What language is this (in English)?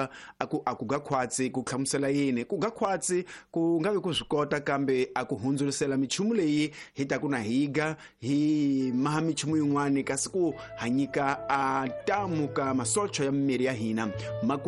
Tsonga